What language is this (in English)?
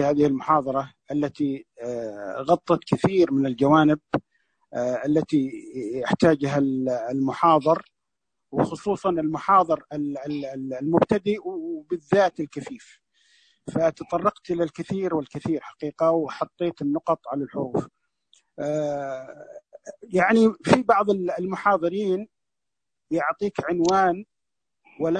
Najdi Arabic